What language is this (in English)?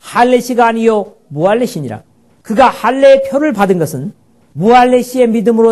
Korean